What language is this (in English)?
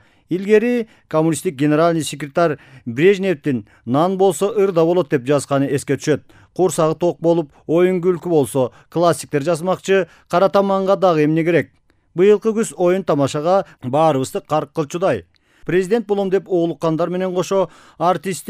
Kyrgyz